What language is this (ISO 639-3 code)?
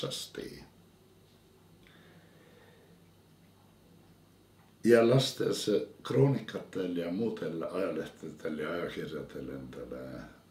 est